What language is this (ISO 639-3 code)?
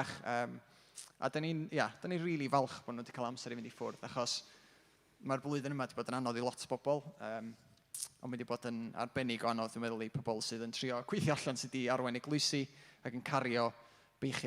cym